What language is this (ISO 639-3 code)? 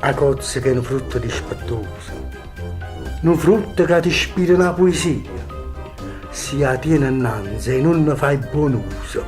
nap